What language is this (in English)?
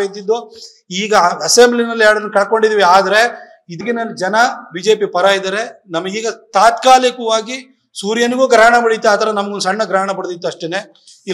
Kannada